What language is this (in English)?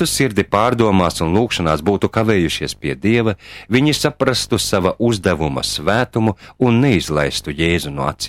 Latvian